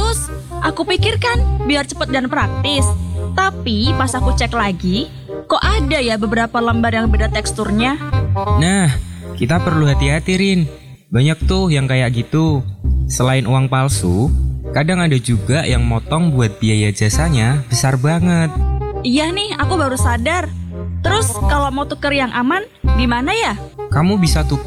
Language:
Indonesian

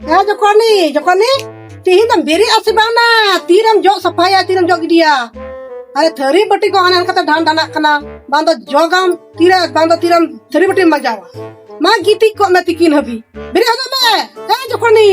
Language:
Santali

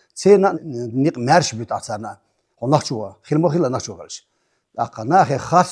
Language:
Chechen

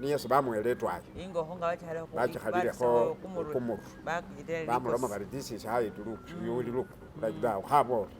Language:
Masaaba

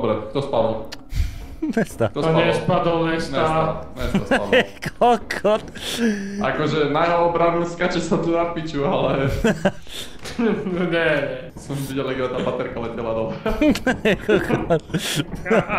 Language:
Slovak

